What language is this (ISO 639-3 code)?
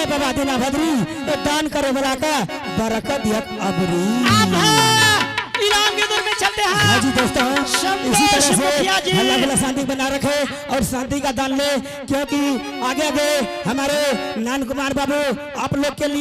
anp